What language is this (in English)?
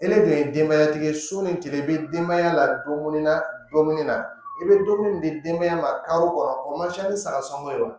Dyula